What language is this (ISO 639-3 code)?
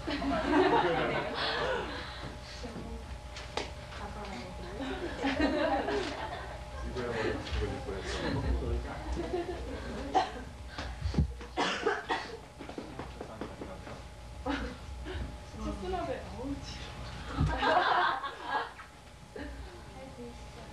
kor